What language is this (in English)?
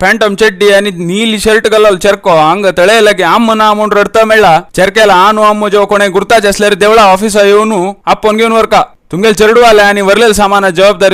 Konkani